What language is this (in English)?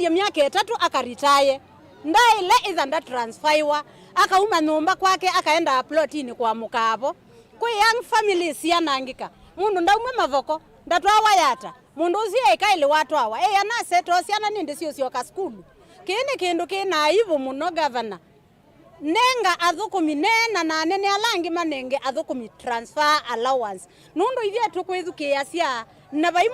Kamba